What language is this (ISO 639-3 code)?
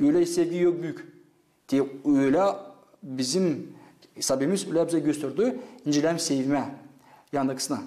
gag